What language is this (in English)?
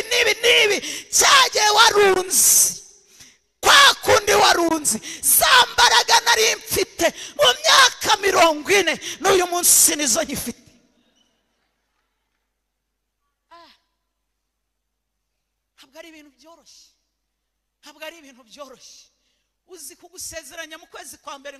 Kinyarwanda